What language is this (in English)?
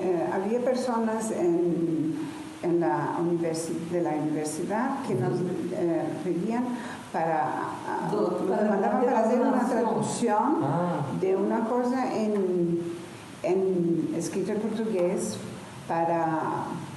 Ladino